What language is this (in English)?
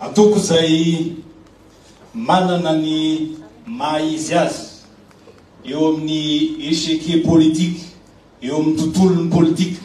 Malagasy